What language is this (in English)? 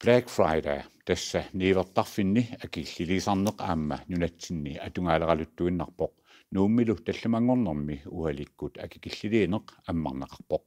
Kalaallisut